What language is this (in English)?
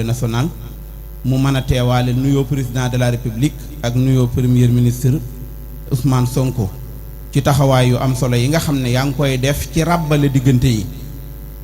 Wolof